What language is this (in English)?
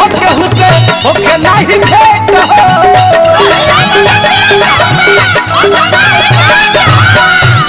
Bhojpuri